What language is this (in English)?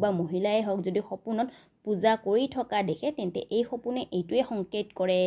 Assamese